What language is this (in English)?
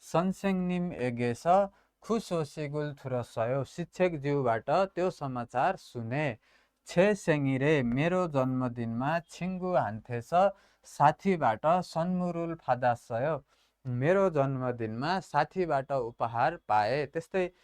Nepali